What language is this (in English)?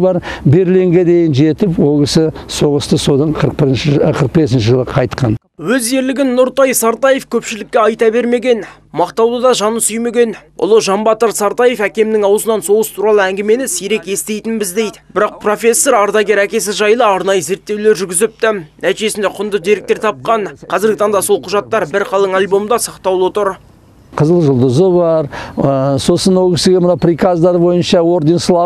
Kazakh